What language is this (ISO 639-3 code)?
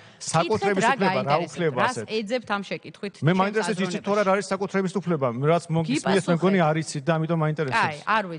kat